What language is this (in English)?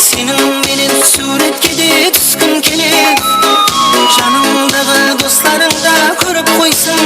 Kara-Kalpak